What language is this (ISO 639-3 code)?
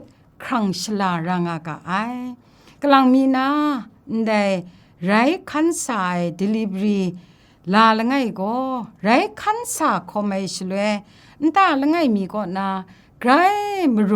kac